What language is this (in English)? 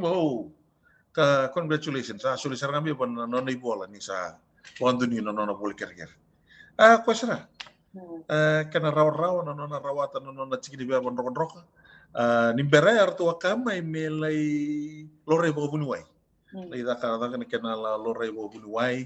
Fijian